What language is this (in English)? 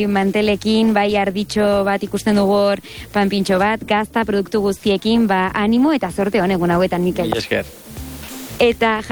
Basque